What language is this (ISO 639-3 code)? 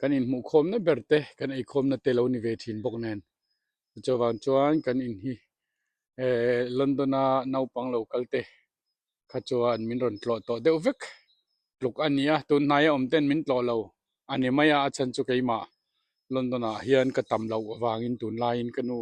lus